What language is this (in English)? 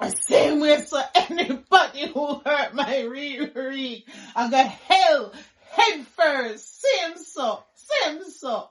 Jamaican Creole English